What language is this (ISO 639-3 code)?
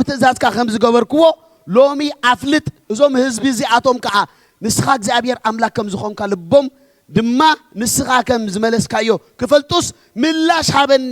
tir